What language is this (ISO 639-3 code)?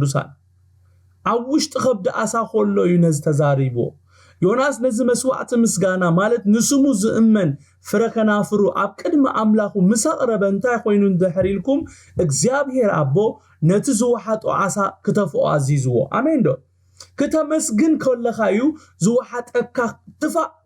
tir